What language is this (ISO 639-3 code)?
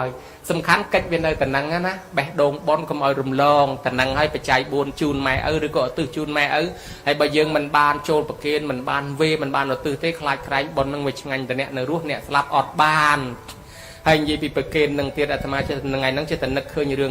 khm